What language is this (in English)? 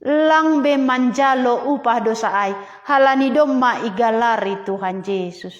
Batak Simalungun